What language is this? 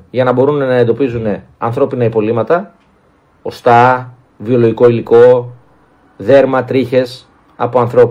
Greek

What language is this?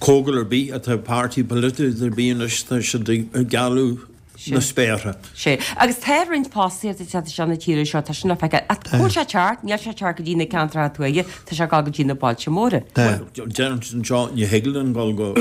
Irish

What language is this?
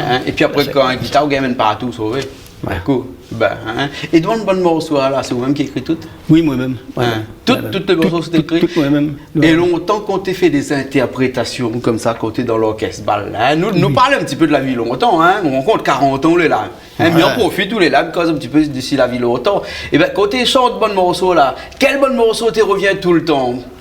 Réunion Creole French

